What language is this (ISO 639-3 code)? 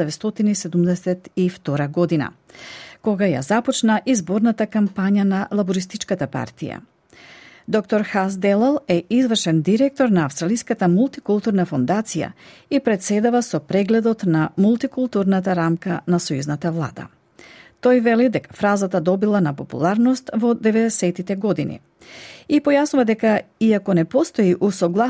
mkd